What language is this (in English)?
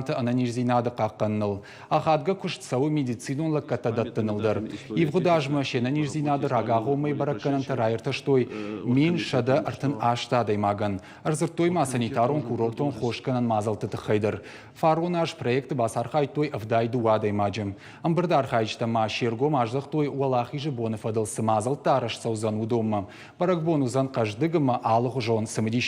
Ossetic